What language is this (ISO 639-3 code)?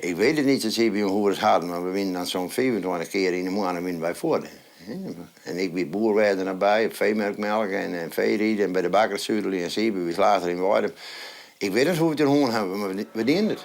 fry